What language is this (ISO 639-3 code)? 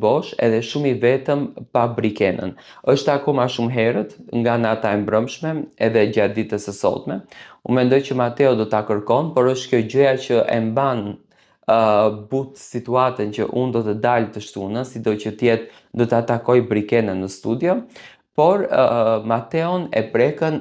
sqi